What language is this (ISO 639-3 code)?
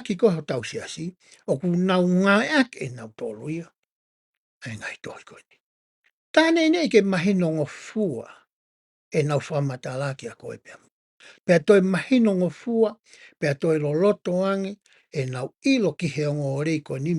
ton